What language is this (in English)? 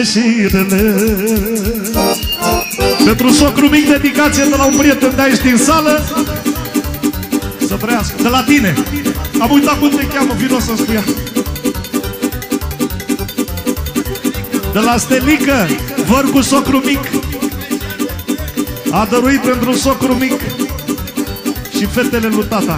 Romanian